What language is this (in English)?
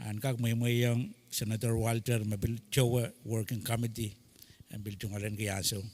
Pohnpeian